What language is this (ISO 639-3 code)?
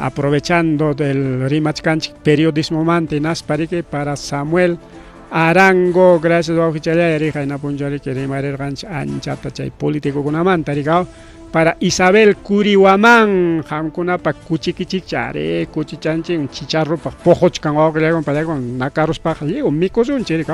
quy